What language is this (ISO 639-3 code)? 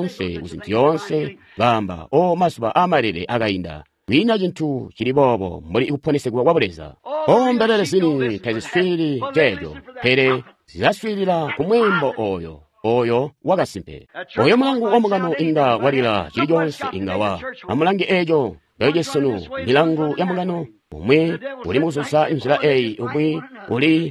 toi